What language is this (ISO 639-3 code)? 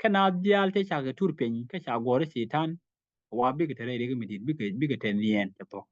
nus